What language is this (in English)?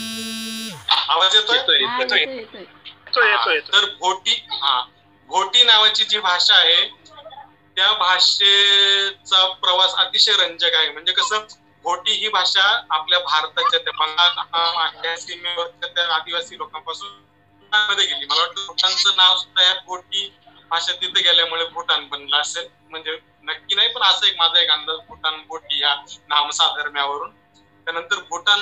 Marathi